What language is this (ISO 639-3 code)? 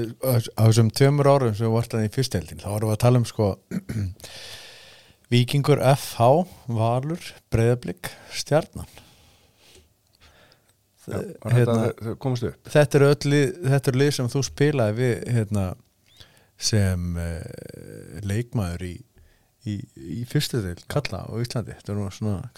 isl